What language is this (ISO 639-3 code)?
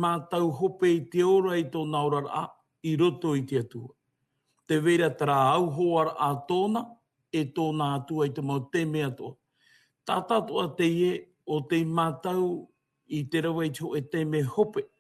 tah